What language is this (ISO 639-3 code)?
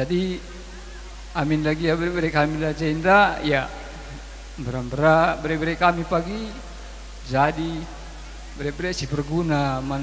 btx